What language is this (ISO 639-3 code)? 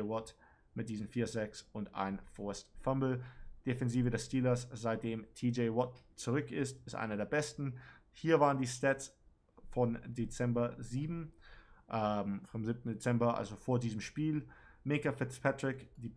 deu